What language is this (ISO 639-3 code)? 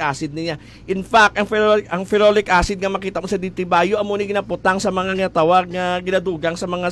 hil